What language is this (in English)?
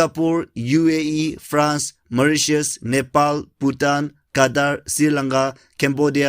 Naga Pidgin